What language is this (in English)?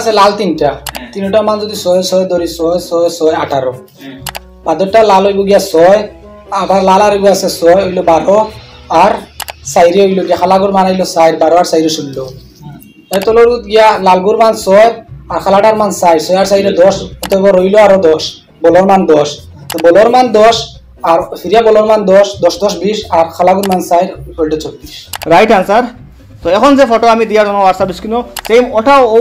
Sylheti